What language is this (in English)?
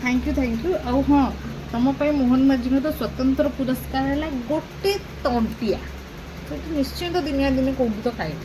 Odia